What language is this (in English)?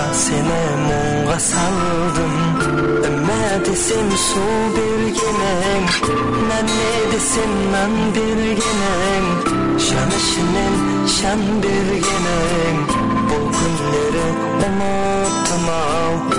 Kara-Kalpak